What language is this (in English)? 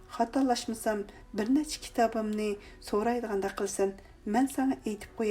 Uyghur